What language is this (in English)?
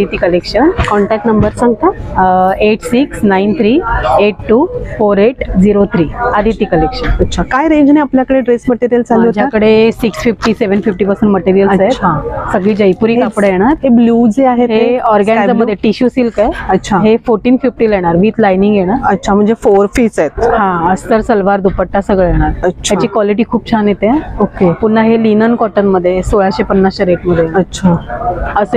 Marathi